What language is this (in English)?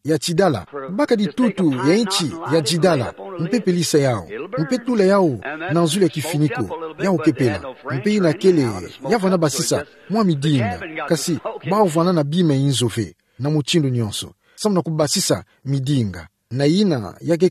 Kituba (Democratic Republic of Congo)